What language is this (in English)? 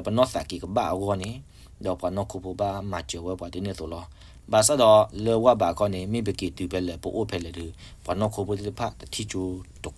S'gaw Karen